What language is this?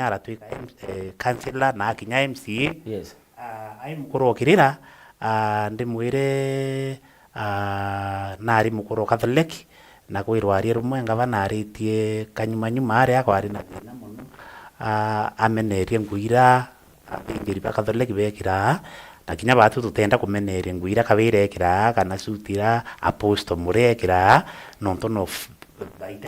Meru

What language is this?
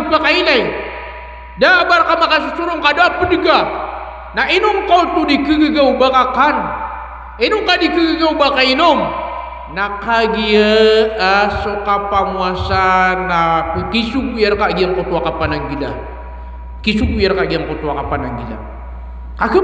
Maranao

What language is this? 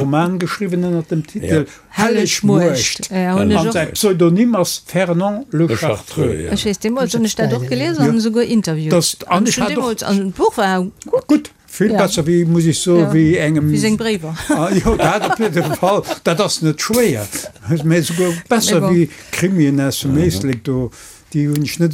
Luxembourgish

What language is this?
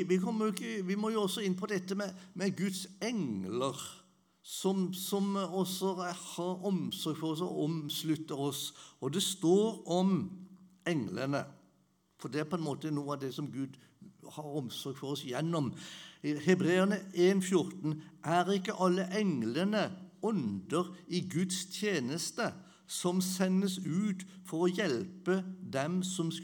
Norwegian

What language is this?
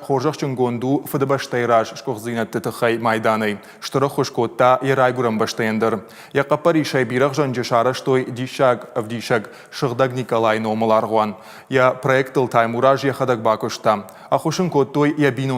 Ossetic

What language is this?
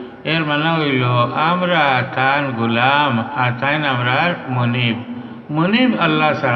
Sylheti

